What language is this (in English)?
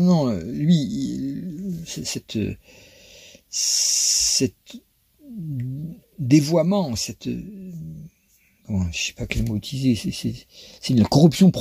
French